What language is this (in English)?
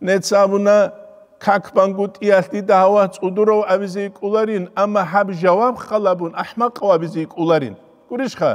Avaric